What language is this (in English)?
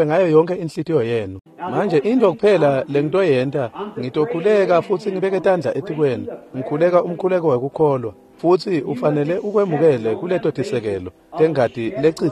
Swati